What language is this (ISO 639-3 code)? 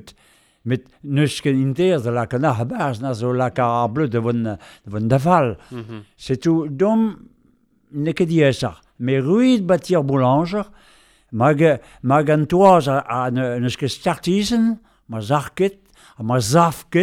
bre